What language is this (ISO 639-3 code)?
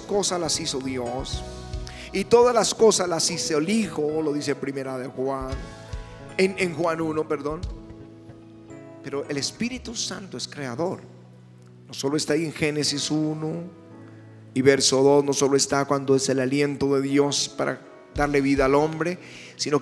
spa